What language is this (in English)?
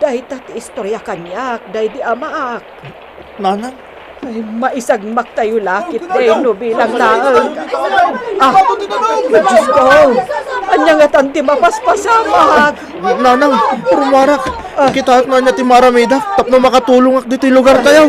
Iloko